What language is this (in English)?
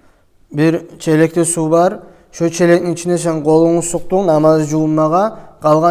Kumyk